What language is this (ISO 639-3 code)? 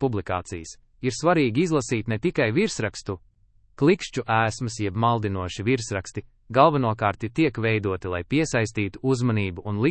lav